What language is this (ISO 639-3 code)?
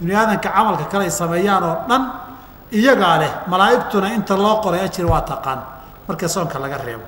som